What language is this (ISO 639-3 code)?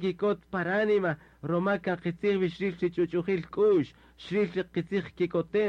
cak